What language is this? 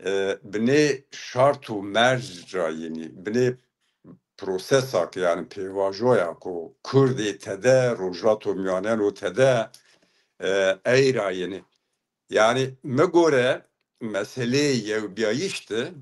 Zaza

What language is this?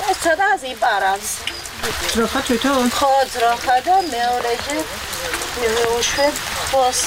Georgian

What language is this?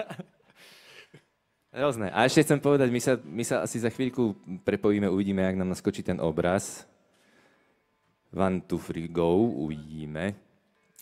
Slovak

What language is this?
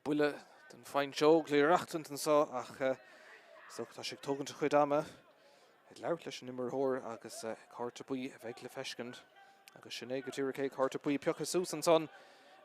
Irish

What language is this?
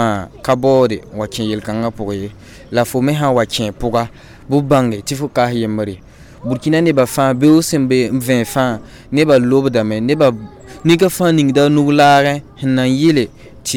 Mossi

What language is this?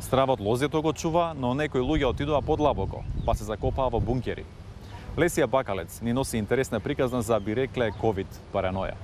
Macedonian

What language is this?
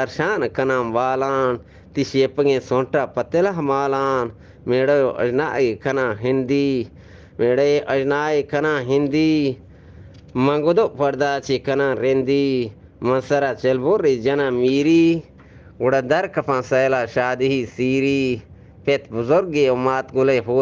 Eastern Balochi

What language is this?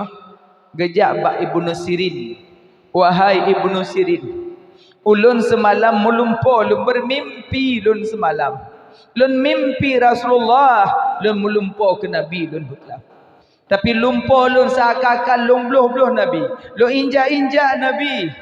Achinese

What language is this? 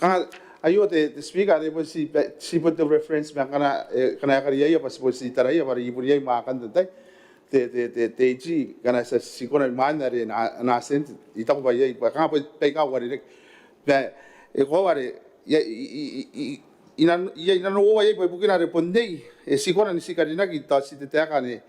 Gilbertese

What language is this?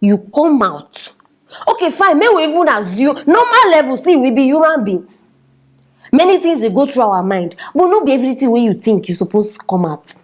Nigerian Pidgin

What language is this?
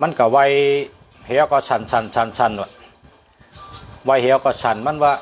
Shan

